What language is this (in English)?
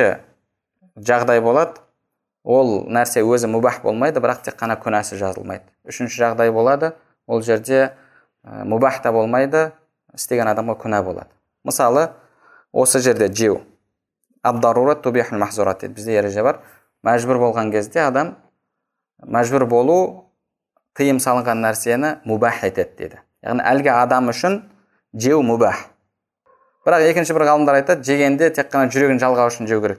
Kazakh